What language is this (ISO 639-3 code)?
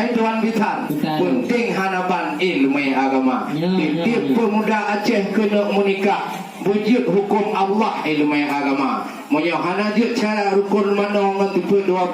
ace